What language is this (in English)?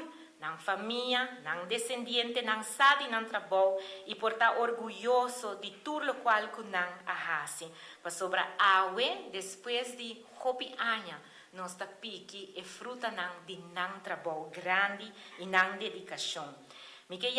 Papiamento